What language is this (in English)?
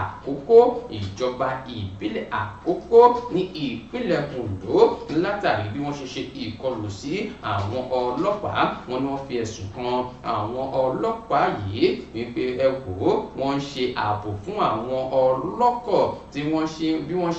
Yoruba